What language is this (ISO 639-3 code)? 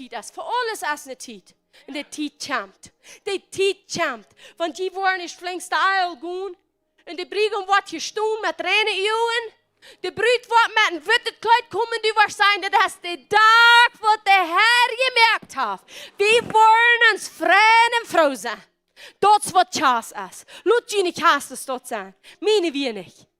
pdt